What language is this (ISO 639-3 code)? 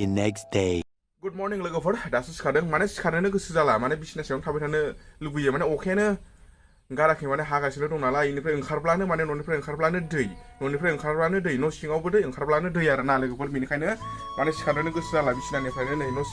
brx